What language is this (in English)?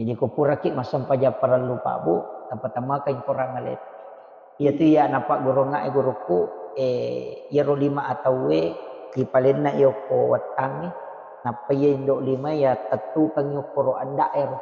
Buginese